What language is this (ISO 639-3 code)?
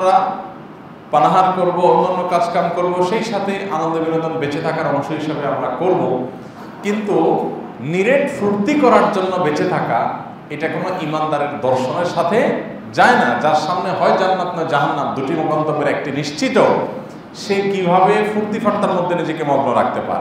ben